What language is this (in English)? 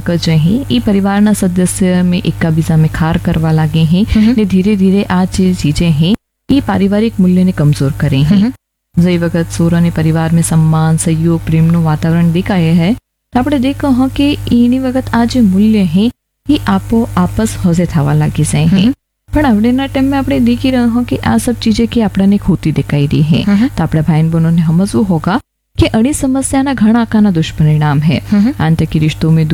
Gujarati